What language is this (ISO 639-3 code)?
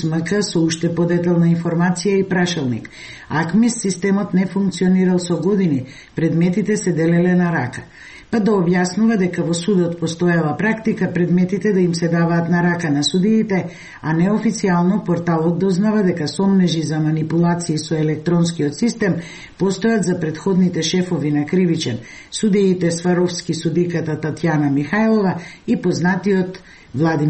mkd